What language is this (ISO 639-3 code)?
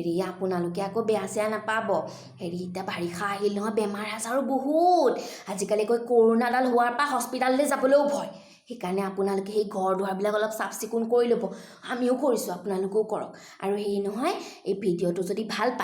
asm